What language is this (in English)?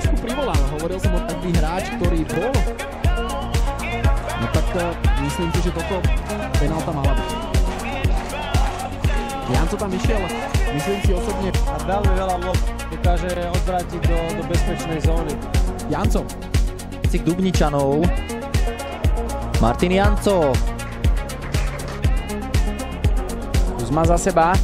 Slovak